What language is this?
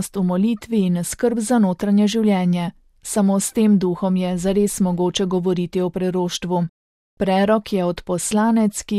Slovenian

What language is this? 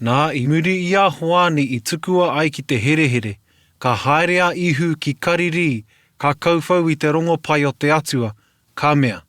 Māori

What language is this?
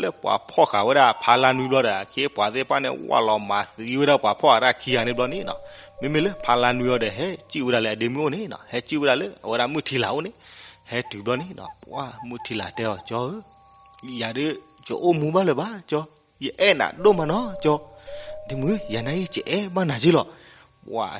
S'gaw Karen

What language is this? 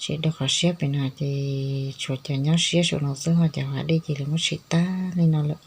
Hmong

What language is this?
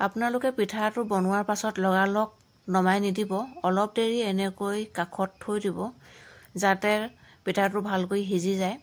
Assamese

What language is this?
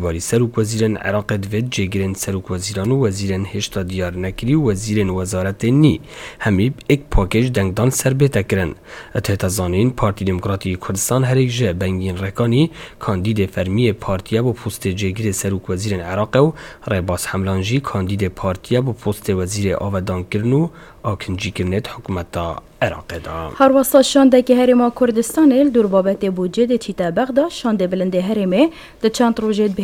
Kurdish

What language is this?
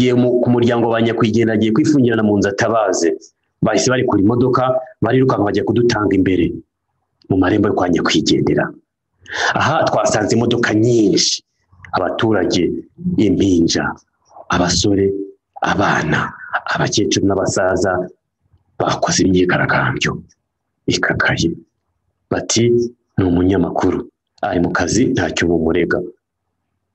Kinyarwanda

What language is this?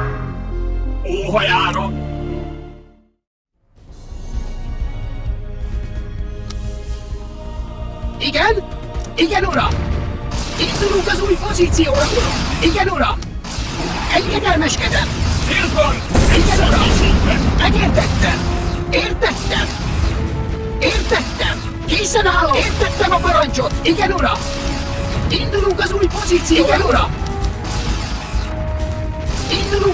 Hungarian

